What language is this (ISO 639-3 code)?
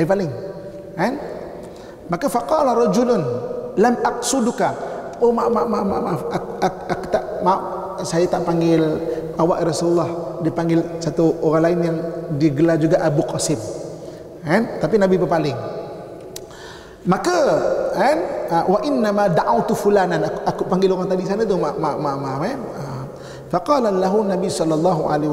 msa